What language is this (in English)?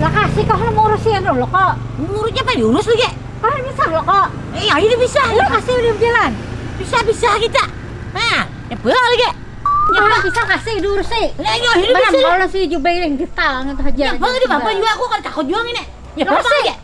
Banjar